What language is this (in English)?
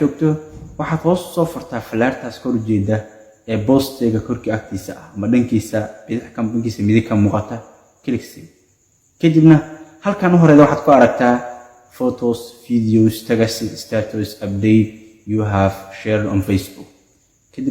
Somali